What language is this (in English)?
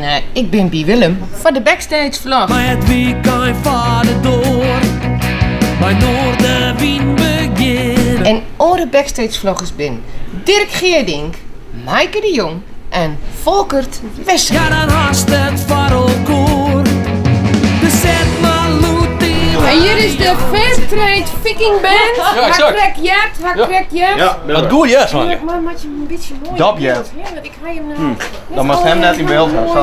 Western Frisian